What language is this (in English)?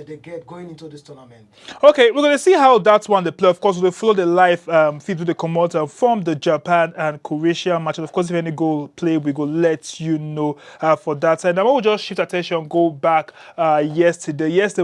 Nigerian Pidgin